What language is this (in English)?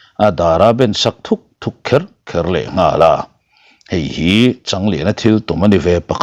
Mizo